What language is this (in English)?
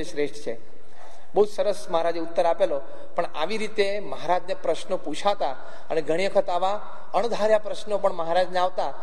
Gujarati